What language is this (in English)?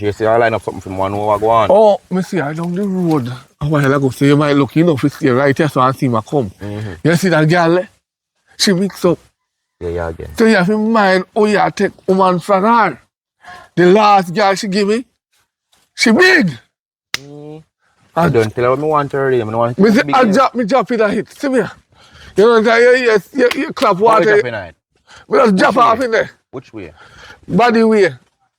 Jamaican Creole English